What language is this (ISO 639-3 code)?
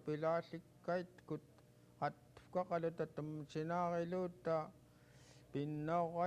esu